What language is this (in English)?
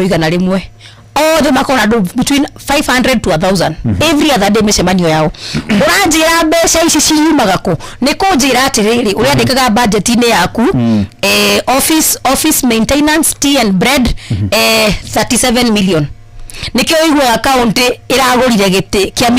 Kikuyu